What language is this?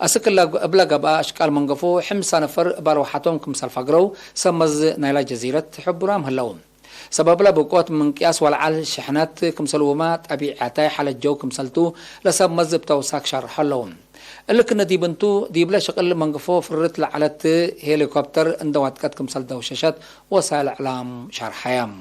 Tigre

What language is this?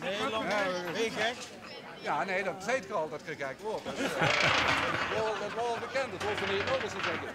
Limburgish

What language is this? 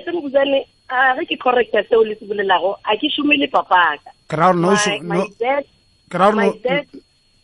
Northern Sotho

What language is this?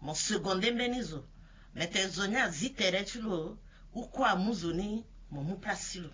Sango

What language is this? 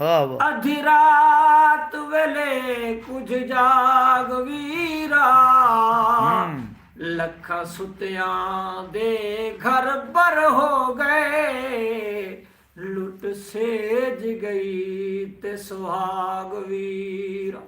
Saraiki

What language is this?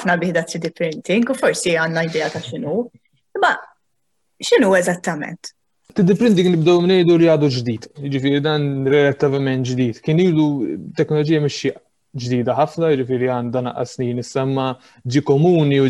Maltese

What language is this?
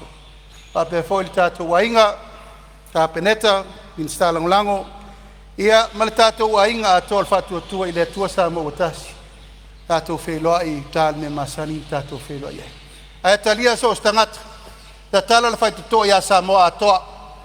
Samoan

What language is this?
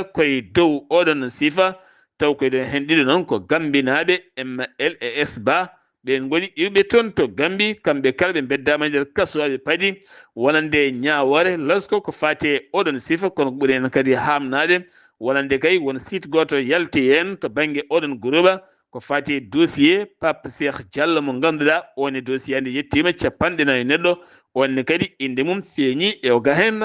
Fula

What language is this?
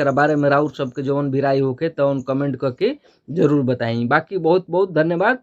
Bhojpuri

